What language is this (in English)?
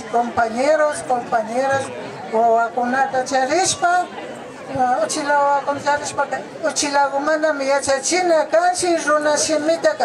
Imbabura Highland Quichua